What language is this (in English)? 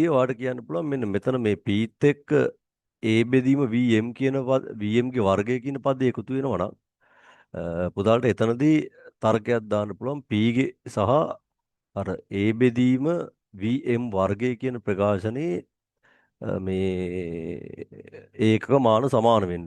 Sinhala